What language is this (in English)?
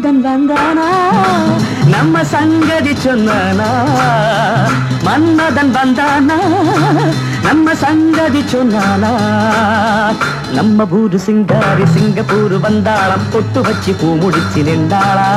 Tamil